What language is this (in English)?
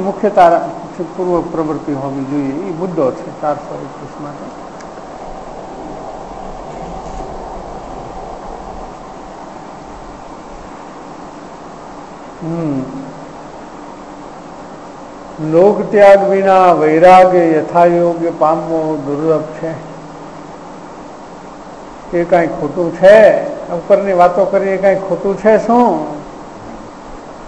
Gujarati